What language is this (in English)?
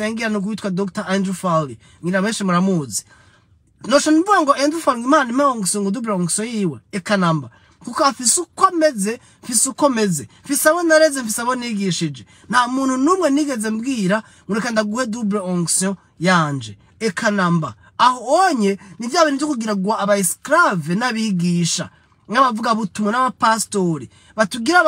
Rundi